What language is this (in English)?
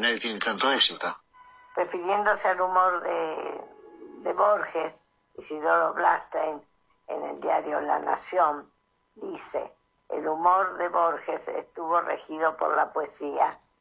Spanish